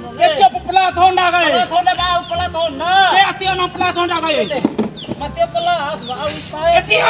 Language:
Bima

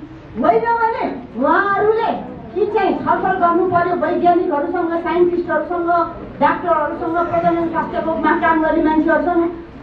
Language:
Nepali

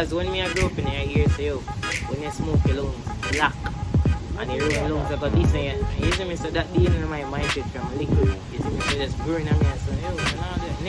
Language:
Jamaican Creole English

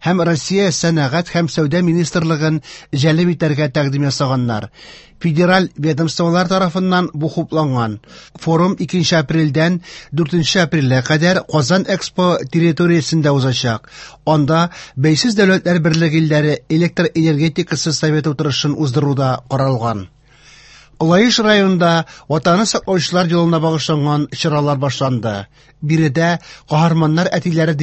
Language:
Tatar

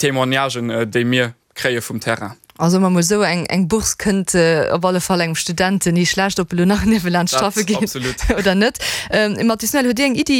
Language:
Luxembourgish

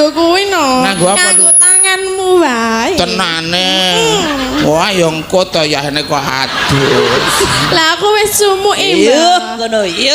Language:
Javanese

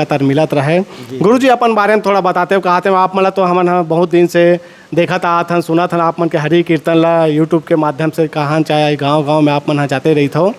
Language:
Chhattisgarhi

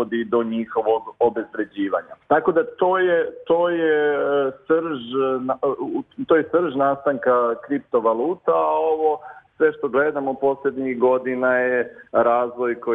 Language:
Serbian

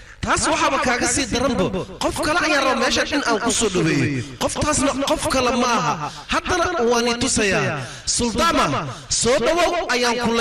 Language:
Somali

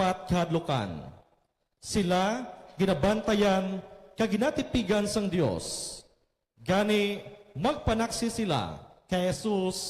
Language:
Hiligaynon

